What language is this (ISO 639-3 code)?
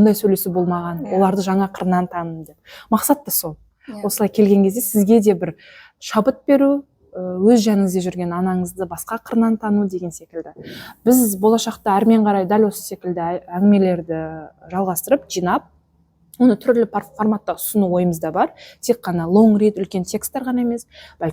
kaz